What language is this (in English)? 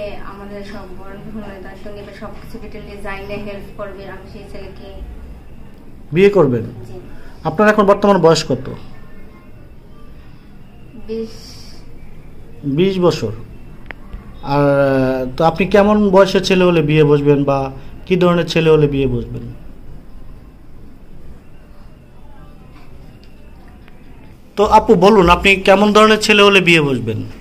Bangla